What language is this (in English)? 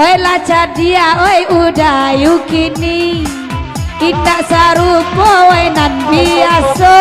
Minangkabau